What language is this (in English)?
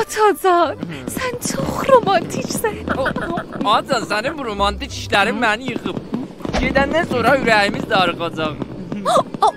South Azerbaijani